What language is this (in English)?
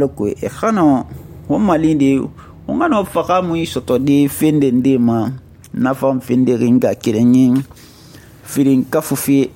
Susu